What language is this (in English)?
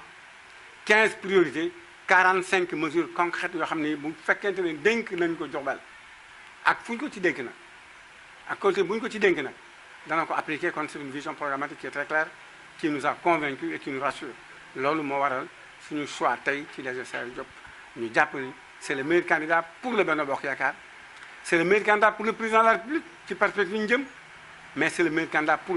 Wolof